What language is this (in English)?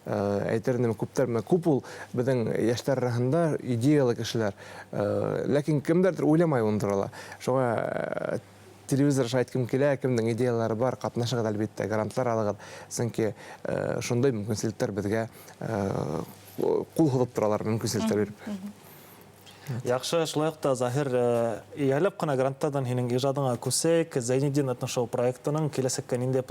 Bashkir